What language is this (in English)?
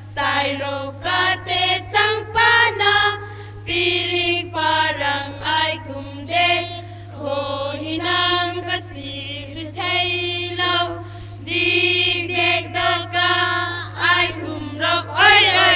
Hmar